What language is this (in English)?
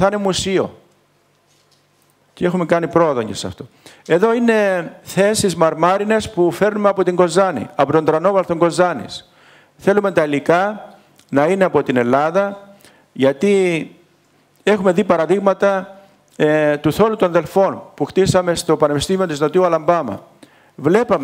Greek